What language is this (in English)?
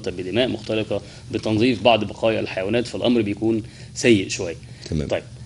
Egyptian Arabic